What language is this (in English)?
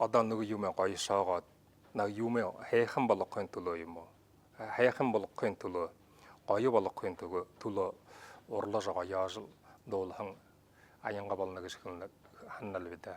Buriat